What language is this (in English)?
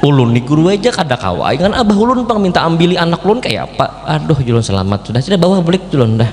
Banjar